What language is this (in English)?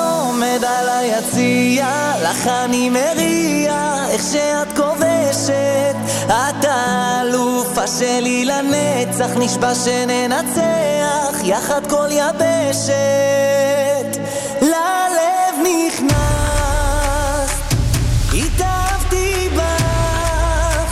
Hebrew